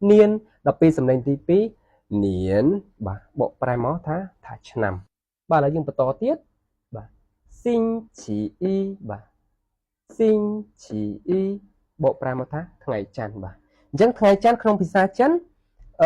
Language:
Khmer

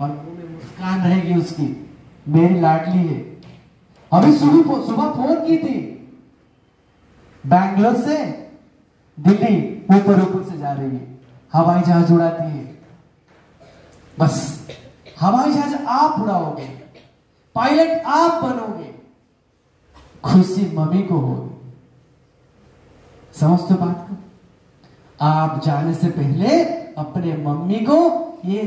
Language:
Hindi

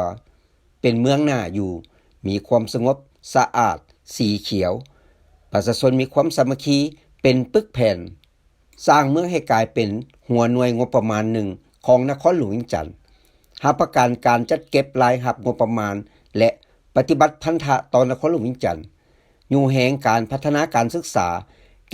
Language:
Lao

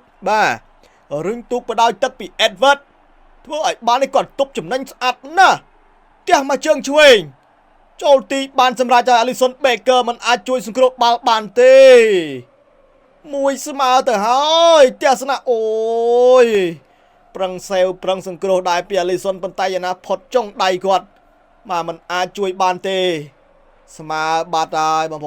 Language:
Khmer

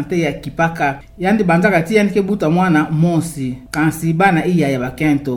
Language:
Kituba (Democratic Republic of Congo)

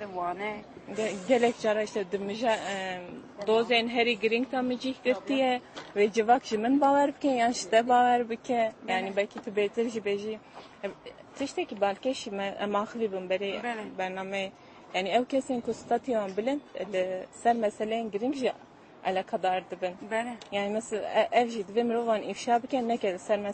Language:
Kurdish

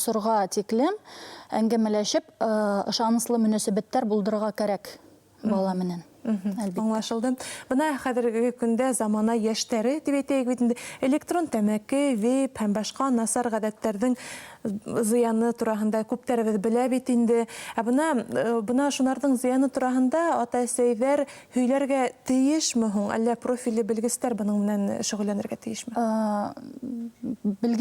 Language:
Bashkir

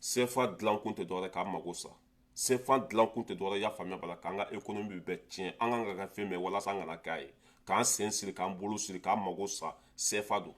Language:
Bambara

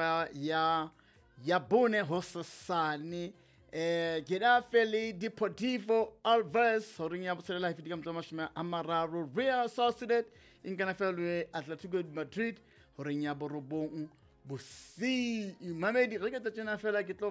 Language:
Southern Sotho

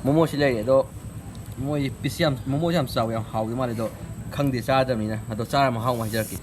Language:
Manipuri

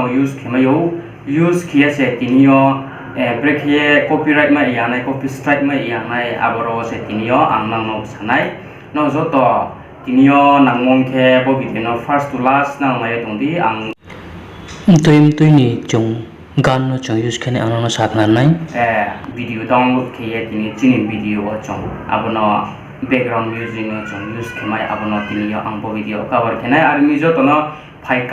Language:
Riang (India)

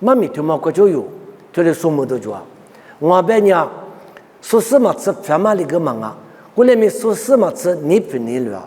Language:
Lisu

